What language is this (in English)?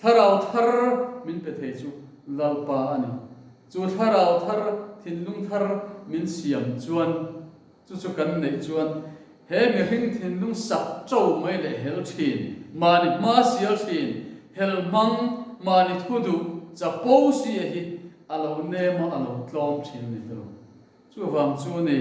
Mizo